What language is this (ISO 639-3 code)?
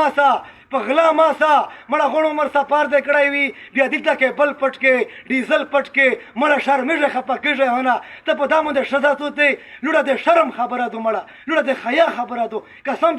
pus